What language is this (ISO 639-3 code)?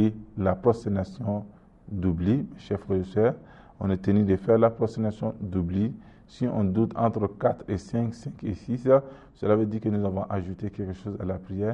fra